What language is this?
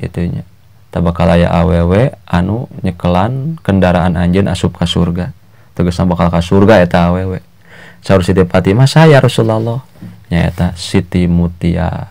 Sundanese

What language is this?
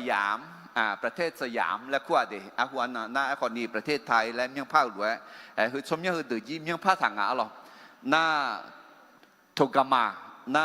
Akha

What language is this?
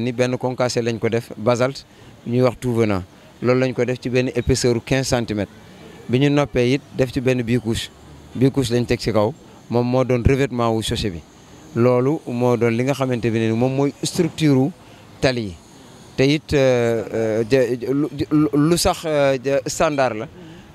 Wolof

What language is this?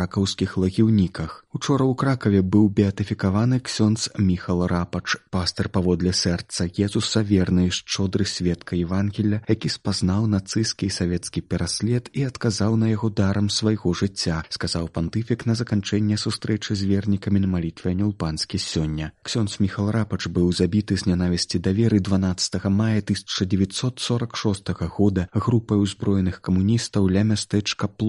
Belarusian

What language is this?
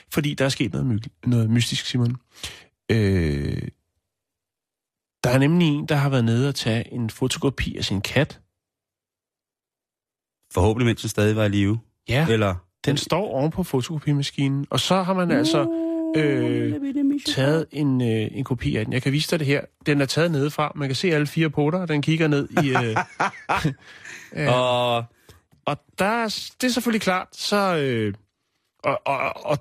Danish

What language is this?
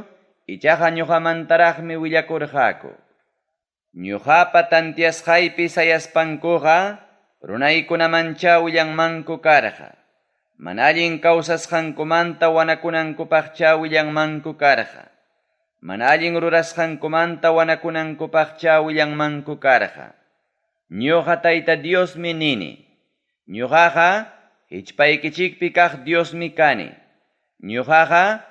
Ayacucho Quechua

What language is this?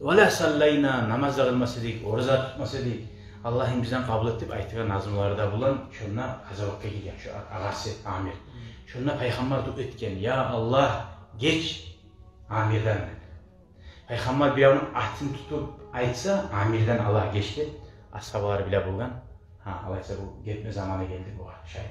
Kumyk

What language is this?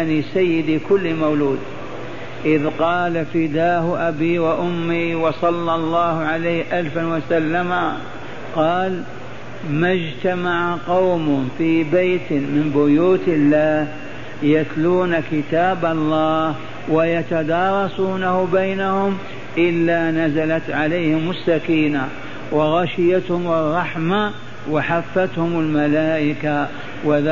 Arabic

